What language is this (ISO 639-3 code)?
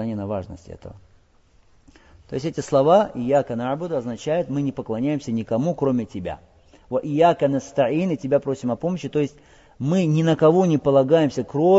rus